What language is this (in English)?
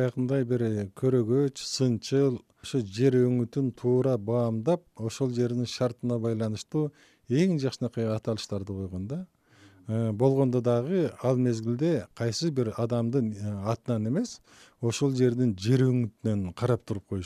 Kyrgyz